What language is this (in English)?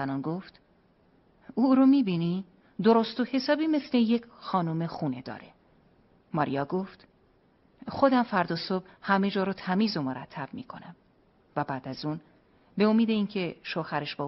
Persian